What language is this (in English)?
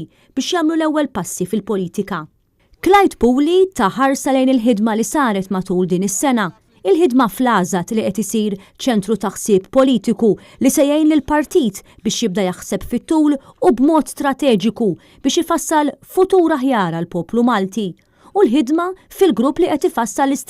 Maltese